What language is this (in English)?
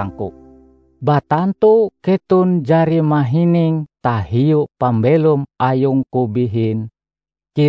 Ngaju